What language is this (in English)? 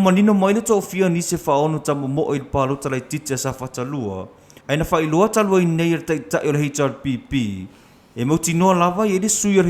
Samoan